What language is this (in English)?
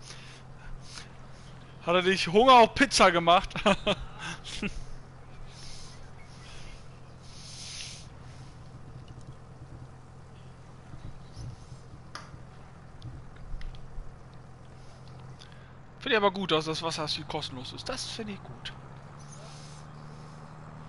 German